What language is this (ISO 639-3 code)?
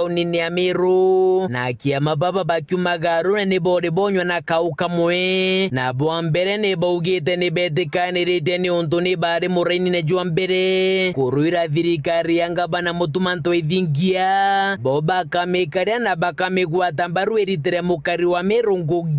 mer